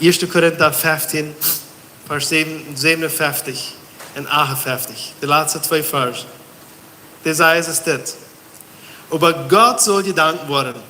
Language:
Plautdietsch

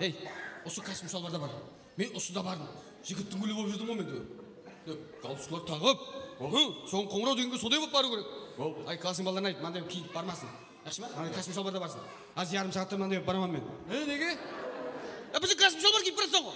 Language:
Kara-Kalpak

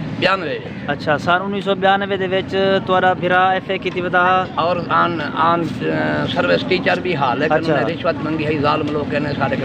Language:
Saraiki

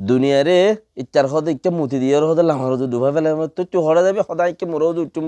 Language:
Rohingya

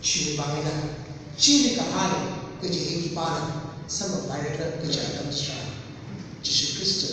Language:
Tangkhul Naga (India)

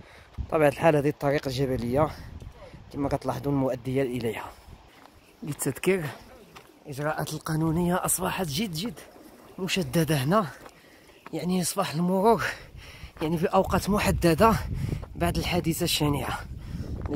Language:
Moroccan Arabic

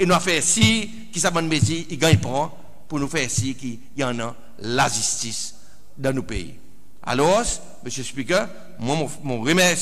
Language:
Seselwa Creole French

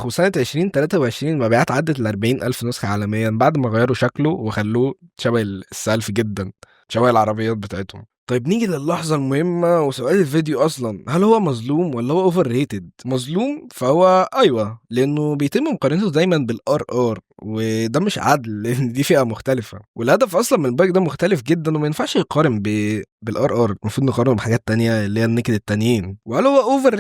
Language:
Egyptian Arabic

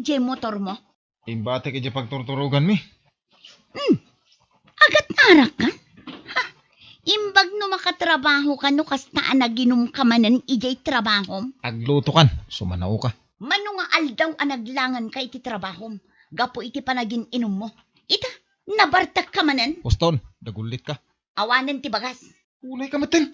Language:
Iloko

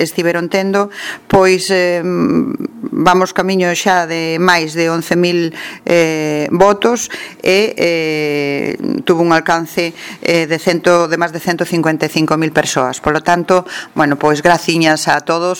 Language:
Galician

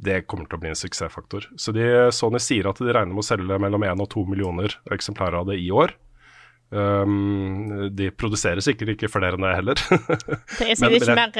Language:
Norwegian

